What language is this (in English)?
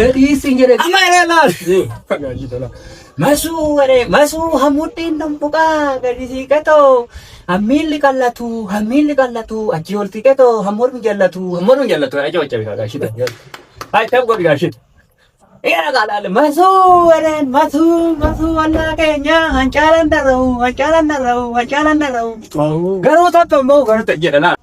Oromo